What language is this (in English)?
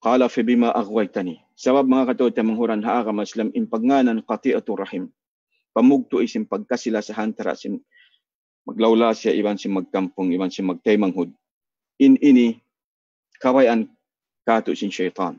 Tausug